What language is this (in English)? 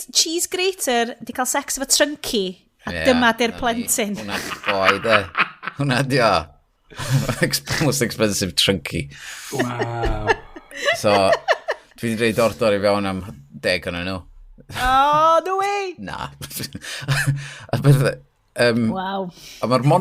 Welsh